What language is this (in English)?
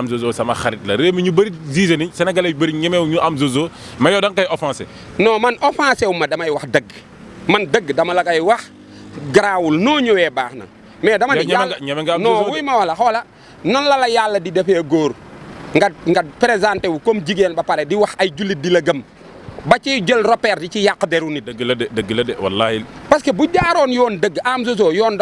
Wolof